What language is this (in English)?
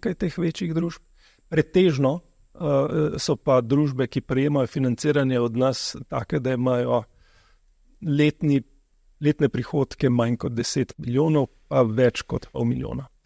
Slovenian